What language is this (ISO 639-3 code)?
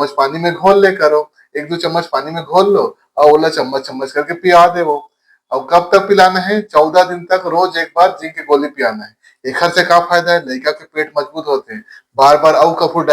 hne